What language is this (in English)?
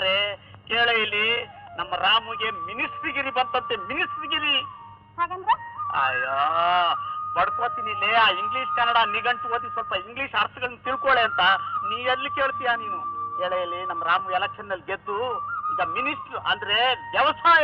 Kannada